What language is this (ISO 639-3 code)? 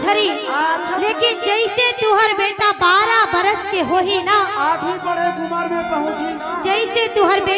hne